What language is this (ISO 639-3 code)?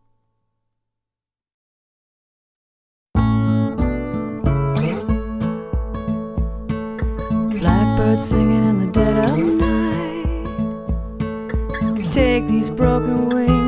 eng